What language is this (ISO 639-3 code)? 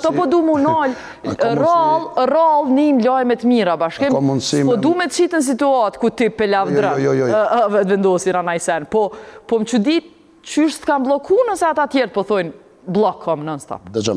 sqi